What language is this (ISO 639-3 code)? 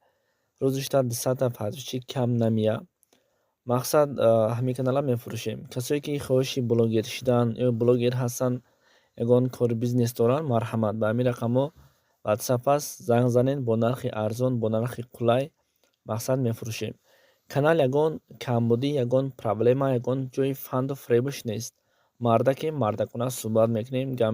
tgk